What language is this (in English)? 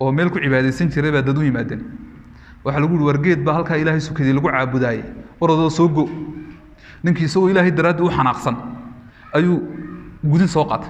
Somali